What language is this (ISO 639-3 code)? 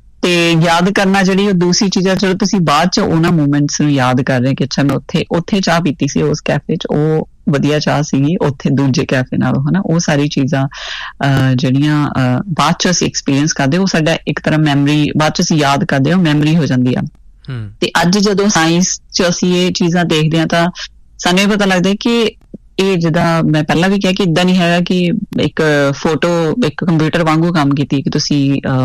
pan